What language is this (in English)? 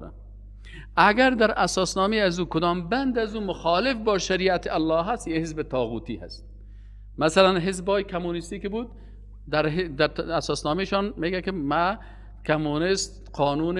Persian